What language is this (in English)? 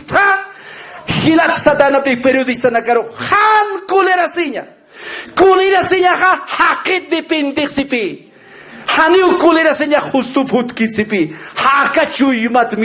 Aymara